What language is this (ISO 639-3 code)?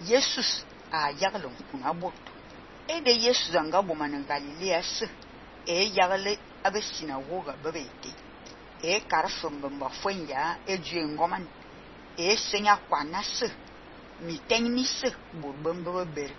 fan